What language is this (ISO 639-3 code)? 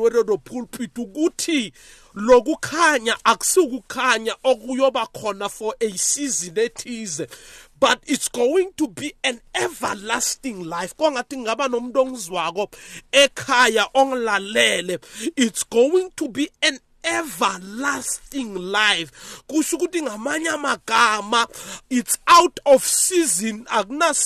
nbl